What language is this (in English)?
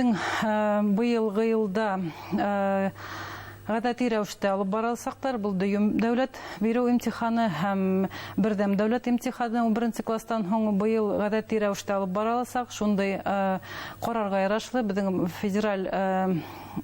Bashkir